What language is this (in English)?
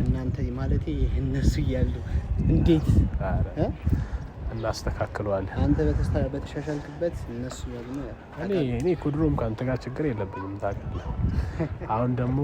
Amharic